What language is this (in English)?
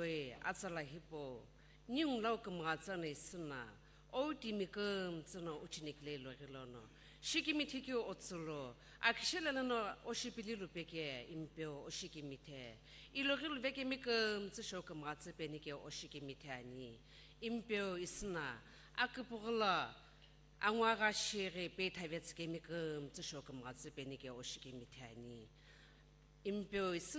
Sumi Naga